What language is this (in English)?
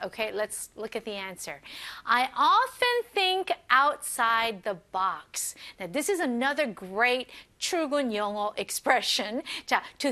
English